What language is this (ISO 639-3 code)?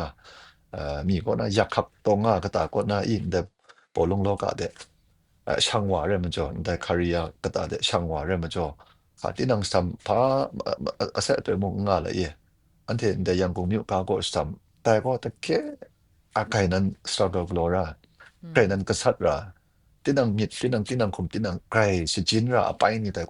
kac